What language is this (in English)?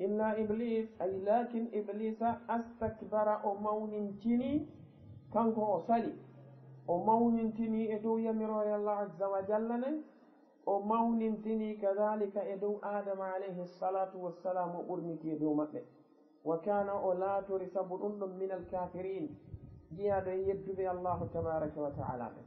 Fula